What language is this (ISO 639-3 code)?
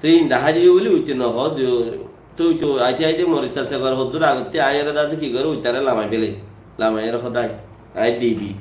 rhg